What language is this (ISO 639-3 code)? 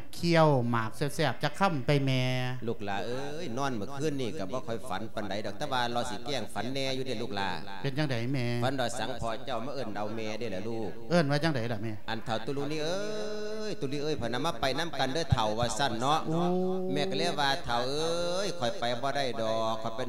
lao